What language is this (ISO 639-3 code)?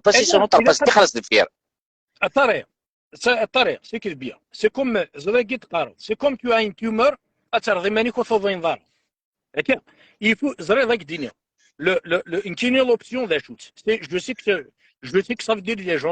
kab